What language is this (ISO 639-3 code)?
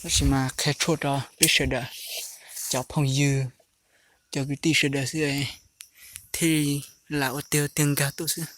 hmn